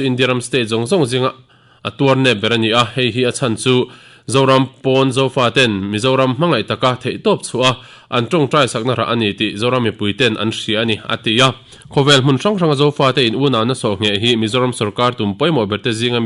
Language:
Mizo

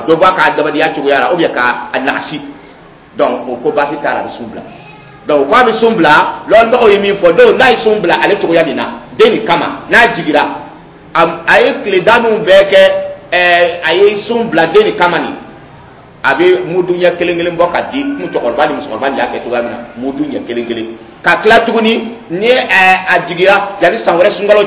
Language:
Dyula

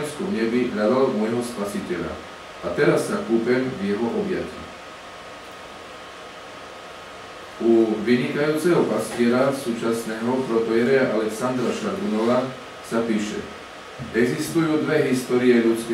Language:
Slovak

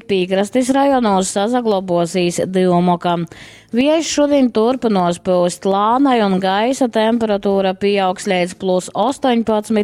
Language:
Latgalian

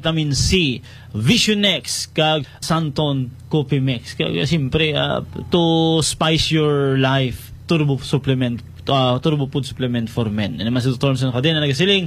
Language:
Hiligaynon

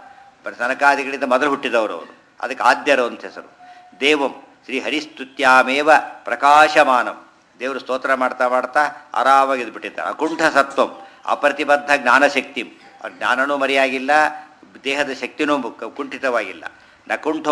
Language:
Kannada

